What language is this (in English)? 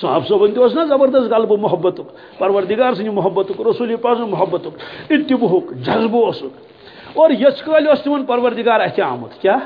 Kashmiri